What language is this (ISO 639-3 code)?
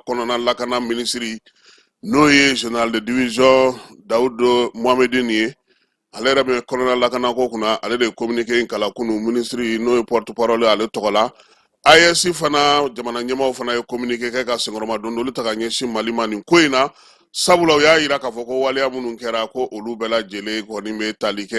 bam